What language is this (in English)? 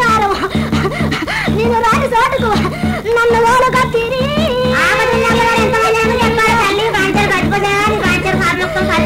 Telugu